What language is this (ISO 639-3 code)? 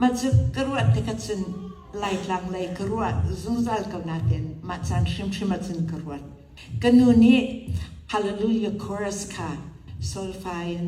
cnh